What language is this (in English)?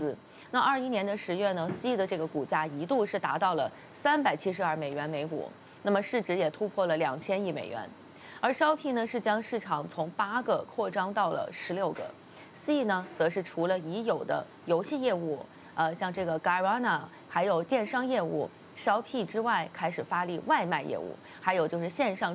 Chinese